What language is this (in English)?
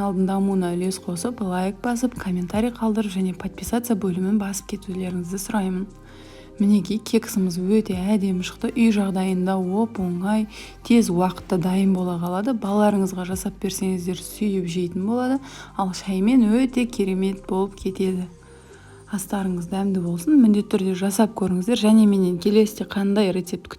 Kazakh